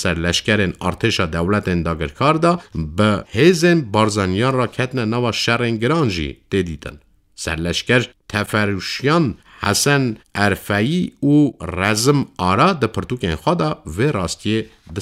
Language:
Kurdish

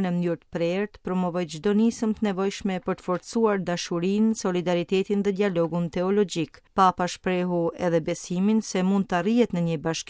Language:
Albanian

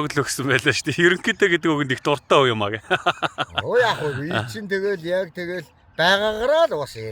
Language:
Mongolian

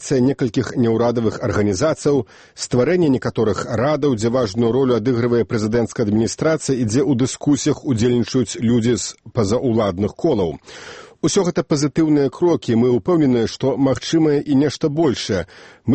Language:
Belarusian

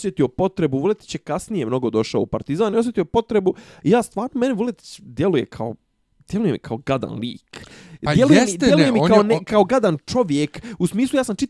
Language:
Bosnian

